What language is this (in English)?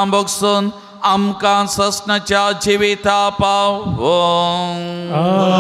Konkani